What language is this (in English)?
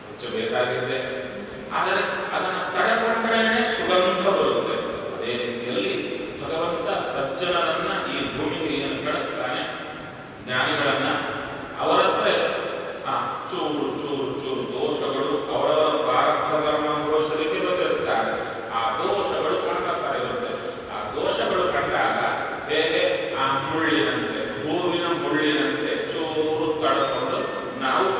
Kannada